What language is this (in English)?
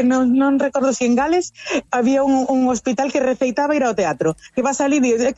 Galician